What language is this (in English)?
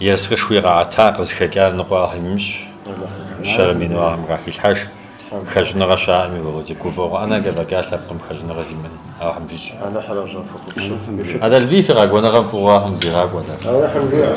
Kabardian